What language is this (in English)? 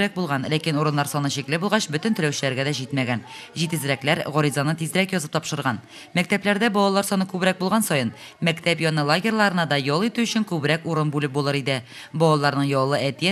Tatar